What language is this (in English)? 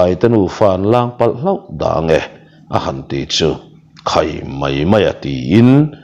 Mizo